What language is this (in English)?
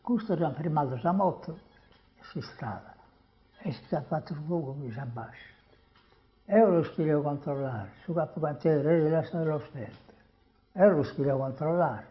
Sardinian